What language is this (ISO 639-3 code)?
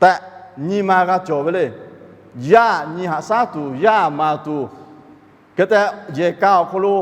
lhu